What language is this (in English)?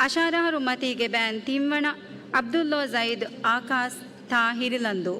Divehi